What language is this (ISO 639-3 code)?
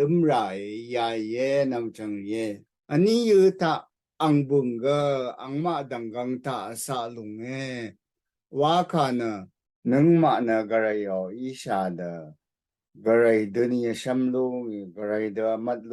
raw